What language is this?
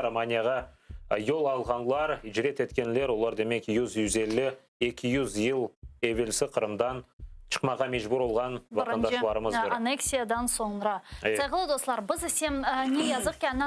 Crimean Tatar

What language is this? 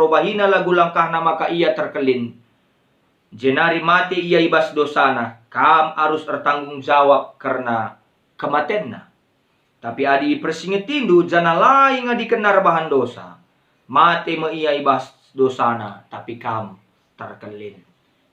Batak Karo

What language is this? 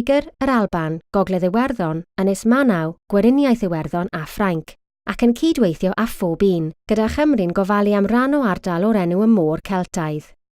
Welsh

